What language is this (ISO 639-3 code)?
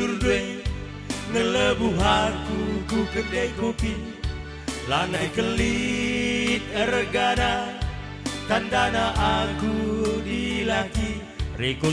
btx